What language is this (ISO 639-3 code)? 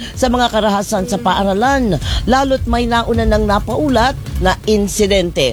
fil